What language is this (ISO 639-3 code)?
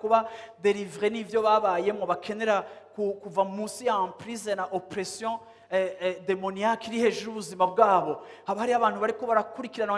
run